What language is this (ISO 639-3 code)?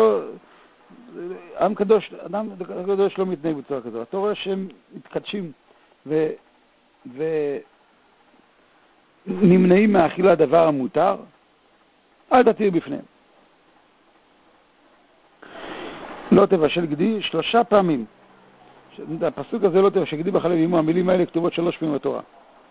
heb